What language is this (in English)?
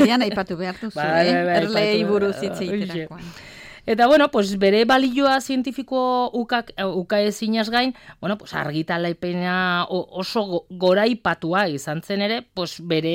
Basque